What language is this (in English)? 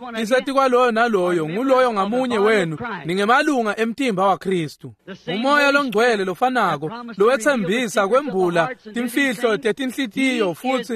Swati